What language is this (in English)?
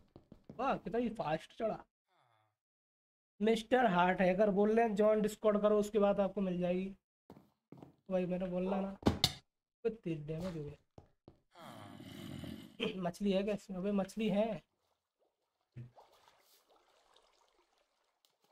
Hindi